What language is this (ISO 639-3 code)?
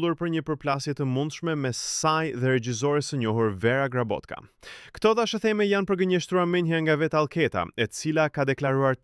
sqi